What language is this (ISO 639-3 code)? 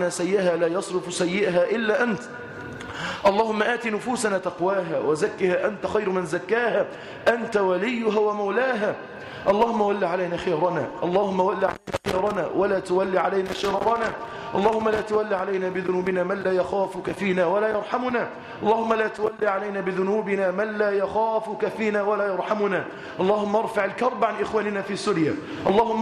ara